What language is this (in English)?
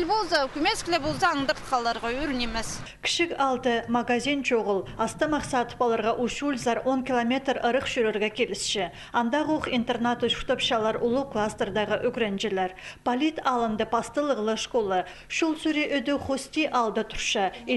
Khakas